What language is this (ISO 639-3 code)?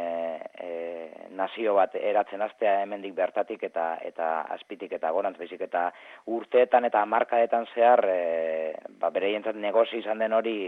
eus